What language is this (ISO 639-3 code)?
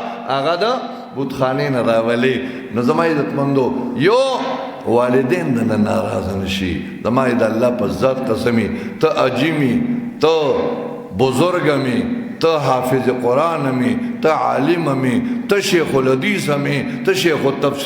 pus